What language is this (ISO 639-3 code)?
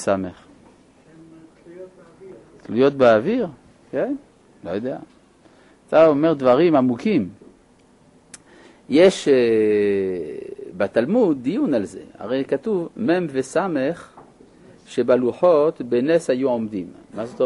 heb